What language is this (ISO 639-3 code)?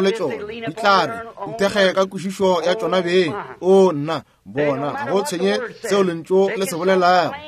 nso